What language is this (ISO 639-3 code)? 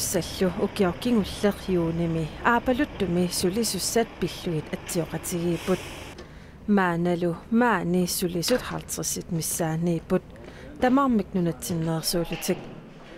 kal